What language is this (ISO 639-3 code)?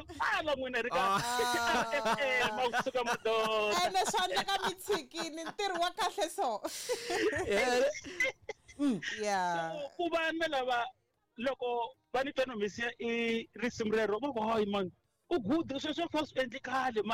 tso